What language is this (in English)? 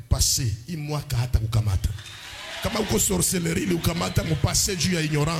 Swahili